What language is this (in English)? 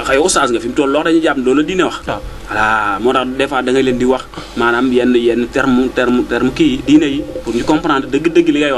Wolof